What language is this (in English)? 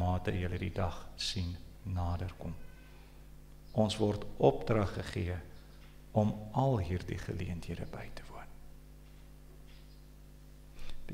Afrikaans